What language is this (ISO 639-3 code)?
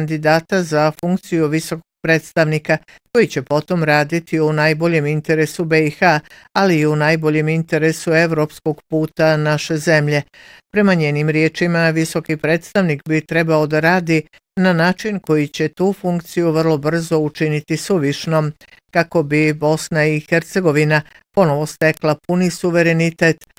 bos